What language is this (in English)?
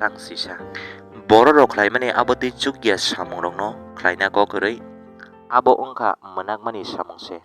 Kok Borok